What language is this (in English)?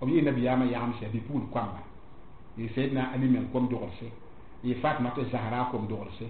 Mossi